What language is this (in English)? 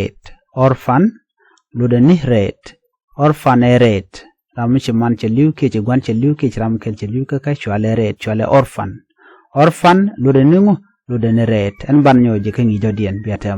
Nuer